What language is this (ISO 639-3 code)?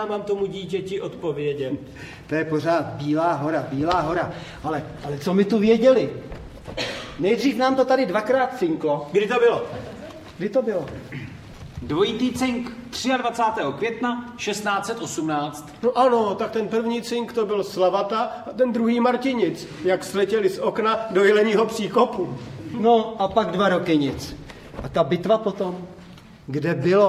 ces